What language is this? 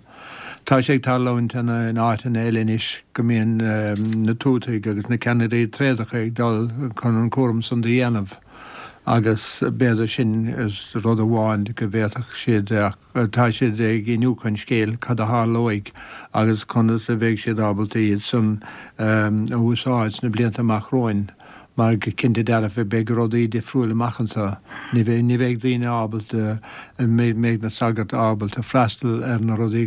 Irish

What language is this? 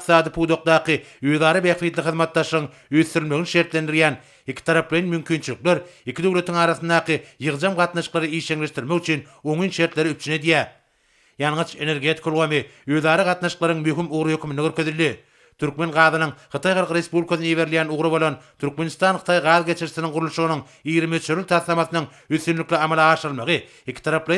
Turkmen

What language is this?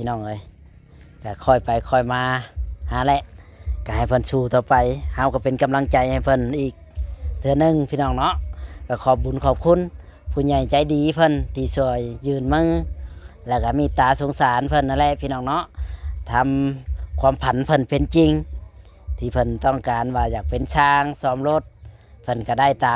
Lao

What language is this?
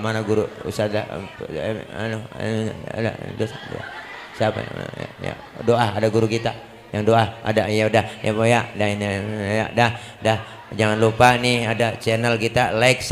Betawi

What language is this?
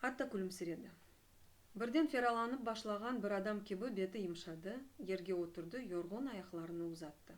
Crimean Tatar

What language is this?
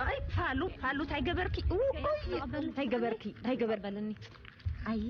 Tigrinya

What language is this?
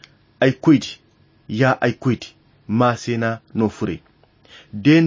Koyra Chiini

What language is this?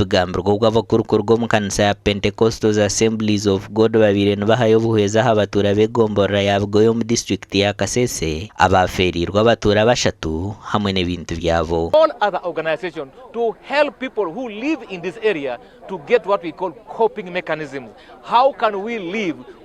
Nyankole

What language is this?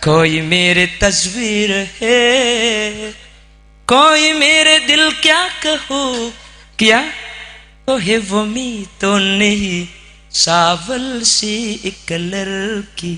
Madurese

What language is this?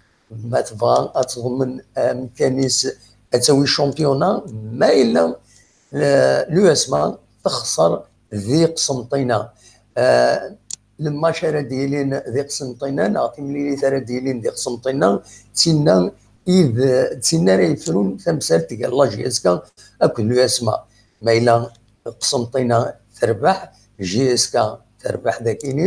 Kabyle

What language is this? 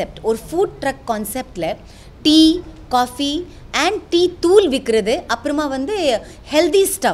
Tamil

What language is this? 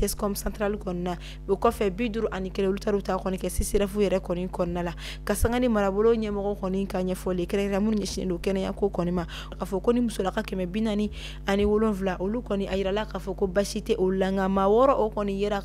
Bambara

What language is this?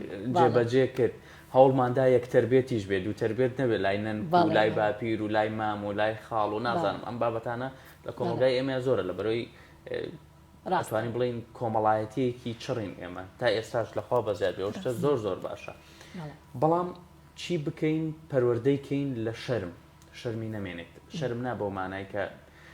Central Kurdish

